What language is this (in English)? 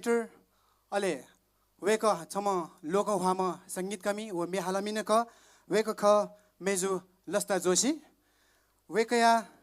Newari